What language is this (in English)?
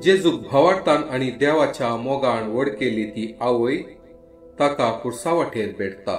Konkani